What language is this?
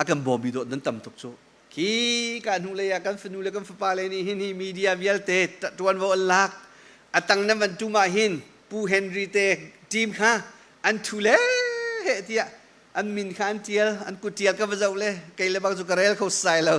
Hakha Chin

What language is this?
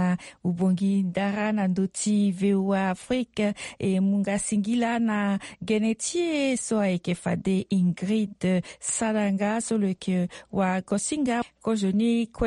Sango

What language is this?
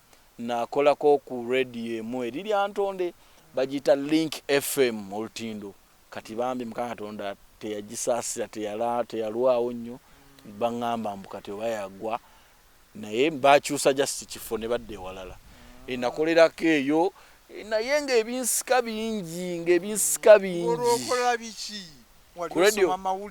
Ganda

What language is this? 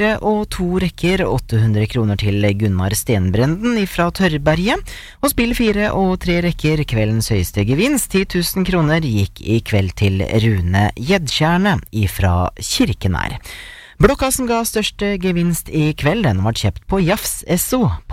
Norwegian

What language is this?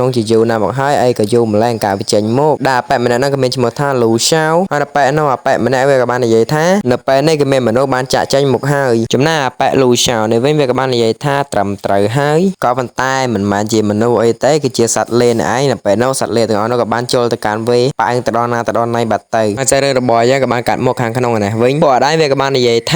Khmer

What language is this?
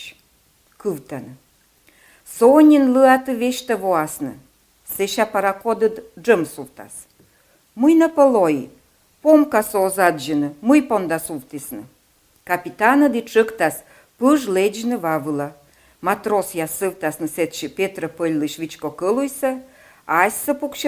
Komi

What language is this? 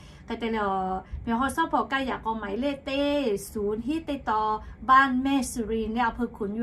Lahu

